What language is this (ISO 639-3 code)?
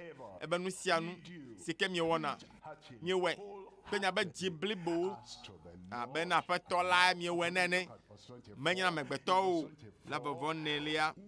ewe